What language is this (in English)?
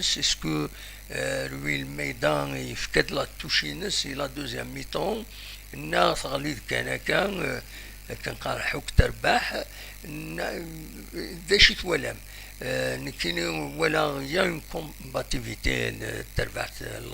Kabyle